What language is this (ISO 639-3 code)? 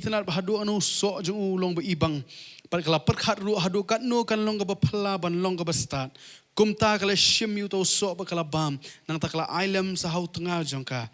kha